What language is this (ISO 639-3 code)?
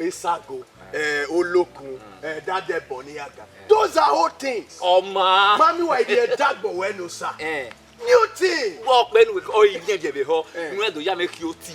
bin